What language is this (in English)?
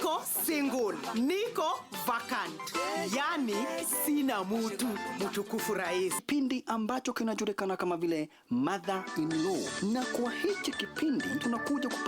Meru